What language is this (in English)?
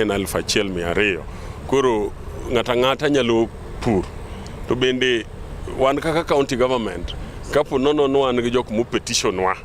Luo (Kenya and Tanzania)